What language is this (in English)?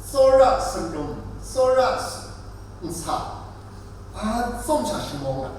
Kachin